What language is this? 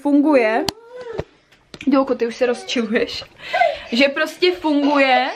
Czech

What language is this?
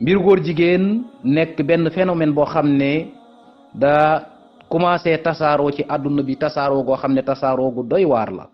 Wolof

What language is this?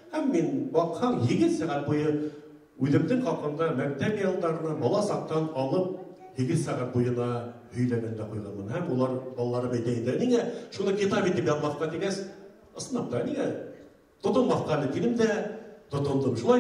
Bashkir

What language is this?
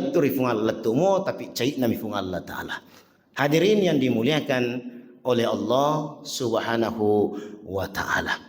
Buginese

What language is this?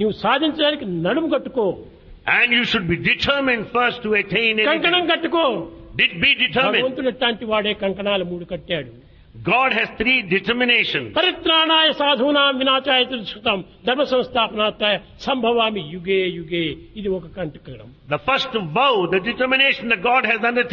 Telugu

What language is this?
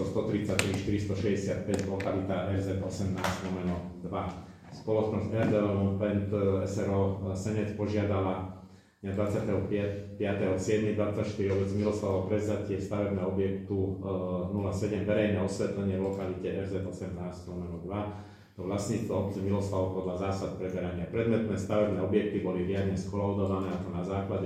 Slovak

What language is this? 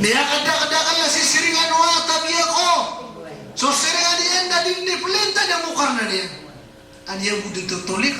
Maranao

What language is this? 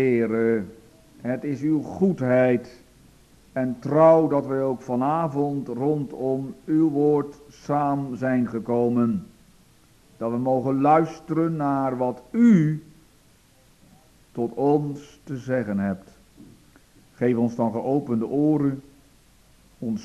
Dutch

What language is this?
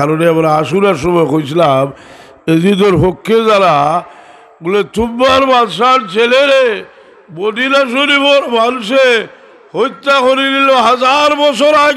Sylheti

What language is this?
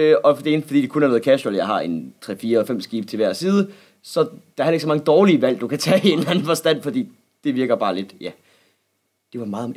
Danish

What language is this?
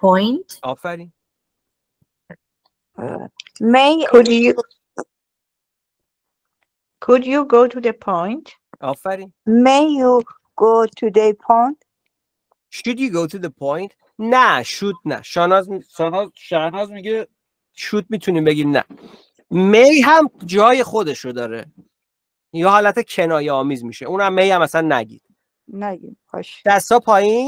Persian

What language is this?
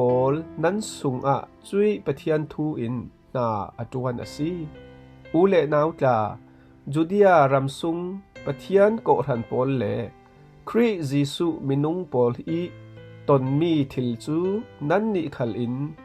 Falam Chin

